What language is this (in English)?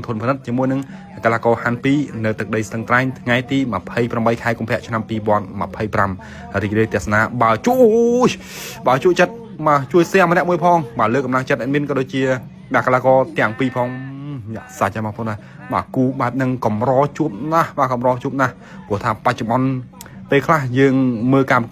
Khmer